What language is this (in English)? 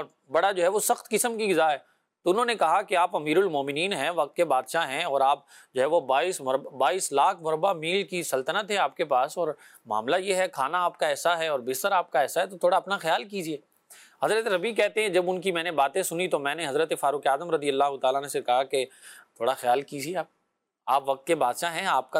Urdu